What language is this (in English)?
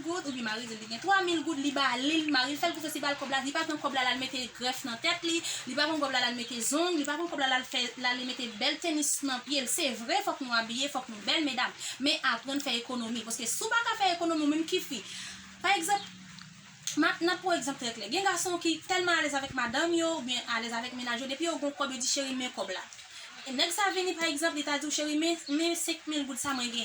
Haitian Creole